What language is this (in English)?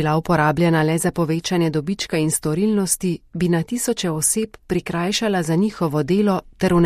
Slovenian